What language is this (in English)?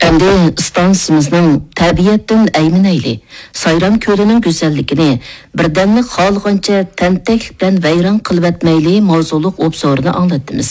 Uyghur